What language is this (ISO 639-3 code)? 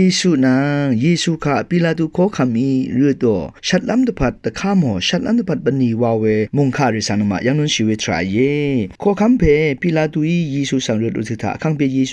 raw